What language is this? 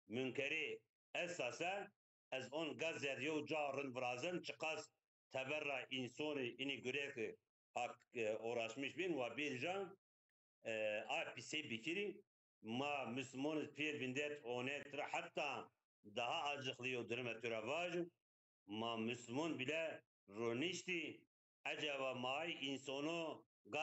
Zaza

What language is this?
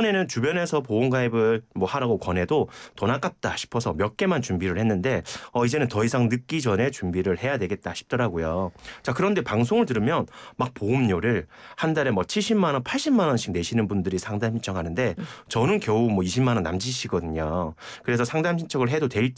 Korean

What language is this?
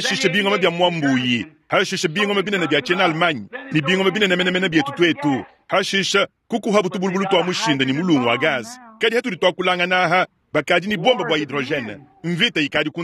Luba-Lulua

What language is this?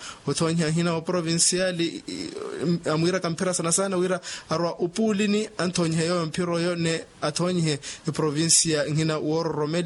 Makhuwa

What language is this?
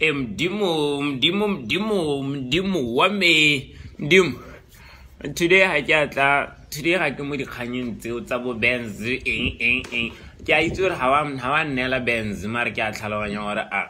Tswana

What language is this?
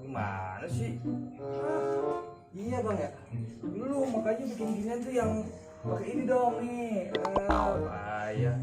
Betawi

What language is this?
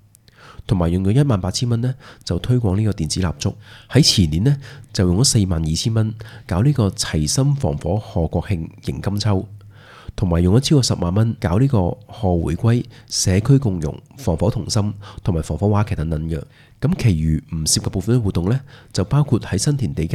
Cantonese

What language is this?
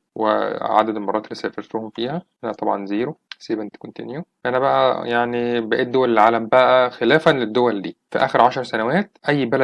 Egyptian Arabic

